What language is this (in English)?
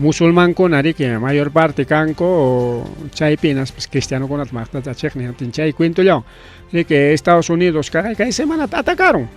Ayacucho Quechua